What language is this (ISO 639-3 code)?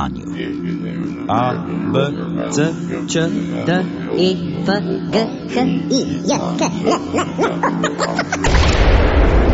slv